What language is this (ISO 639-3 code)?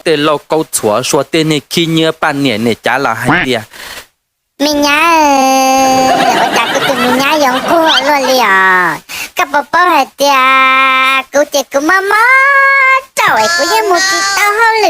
hmn